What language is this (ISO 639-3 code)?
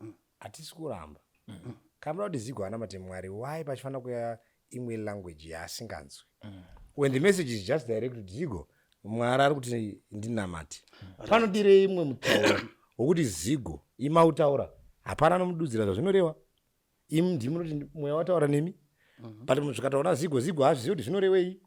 sna